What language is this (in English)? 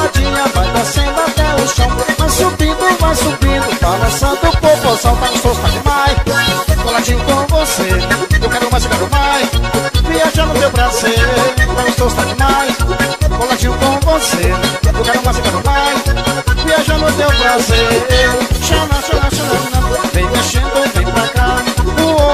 Portuguese